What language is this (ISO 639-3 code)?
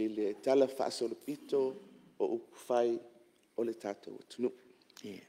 smo